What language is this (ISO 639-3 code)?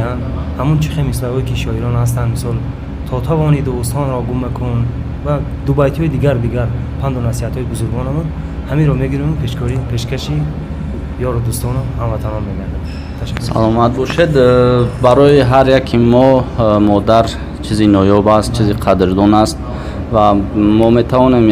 tgk